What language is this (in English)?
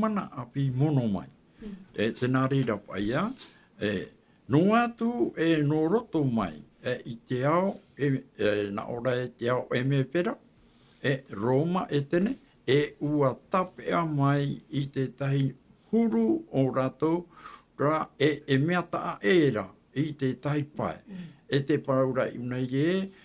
Tahitian